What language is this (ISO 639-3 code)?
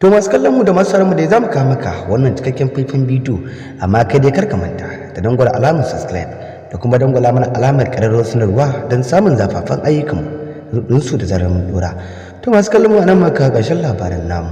hau